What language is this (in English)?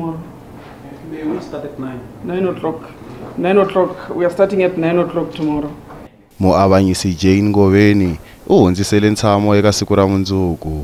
Tsonga